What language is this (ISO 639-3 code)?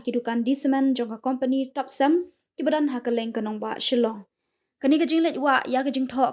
kha